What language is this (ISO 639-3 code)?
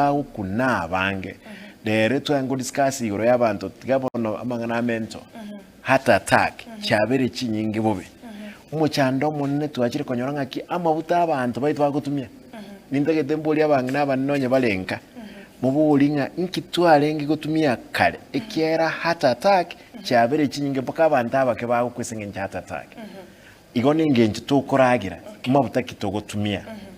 guz